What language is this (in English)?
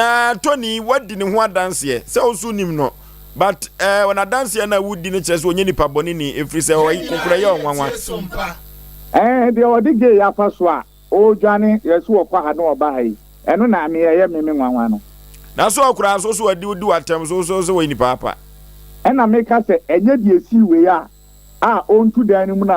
Akan